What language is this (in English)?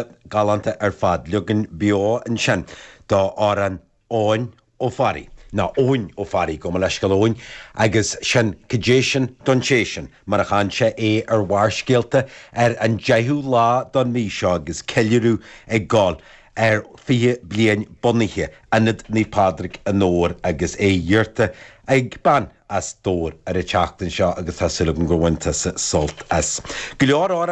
Irish